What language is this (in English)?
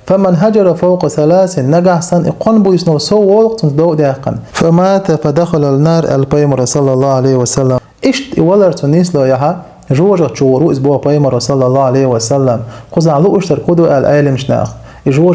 Chechen